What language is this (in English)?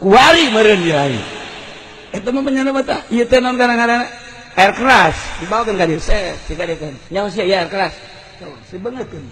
Sundanese